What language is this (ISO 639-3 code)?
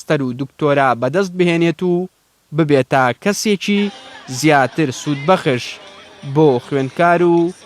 ckb